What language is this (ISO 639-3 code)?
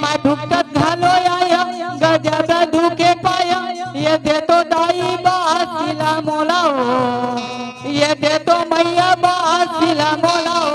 hne